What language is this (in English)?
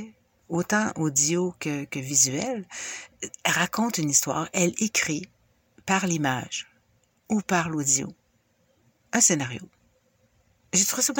French